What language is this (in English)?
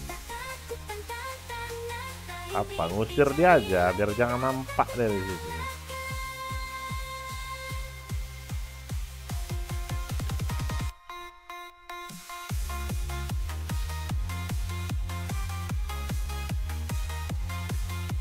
Indonesian